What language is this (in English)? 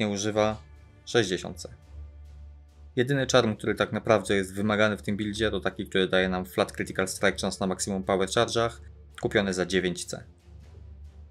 Polish